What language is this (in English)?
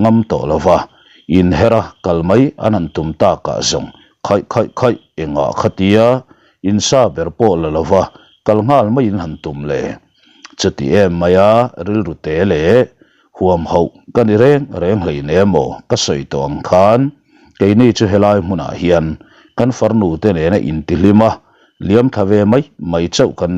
Mizo